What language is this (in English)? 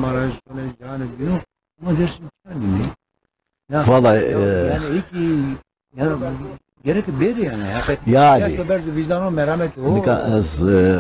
Zaza